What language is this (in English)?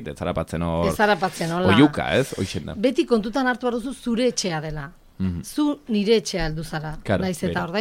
Basque